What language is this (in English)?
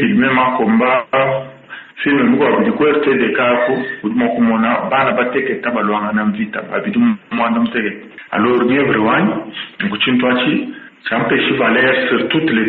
Luba-Lulua